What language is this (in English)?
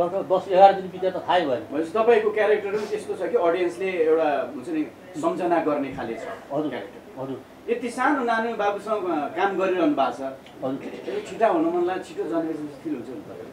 Nepali